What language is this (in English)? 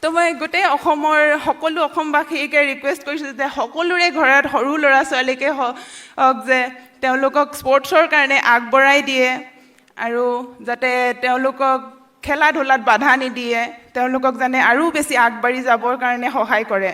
Assamese